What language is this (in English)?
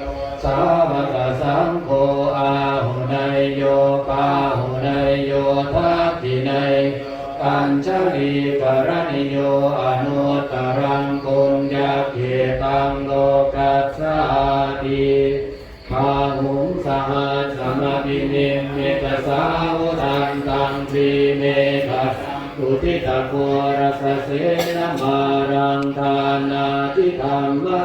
Pali